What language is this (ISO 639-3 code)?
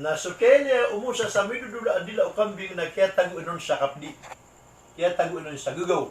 mrw